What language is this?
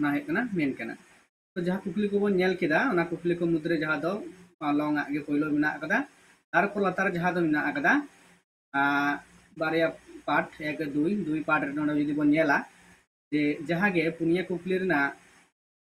Santali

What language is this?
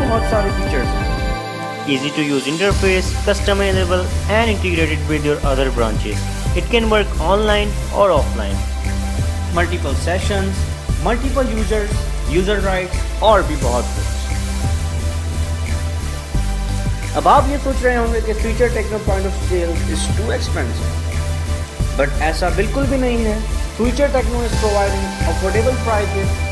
Hindi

